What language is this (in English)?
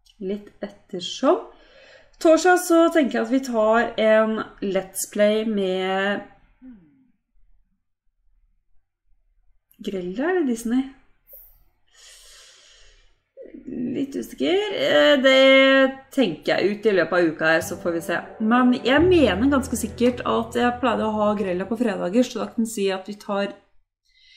Norwegian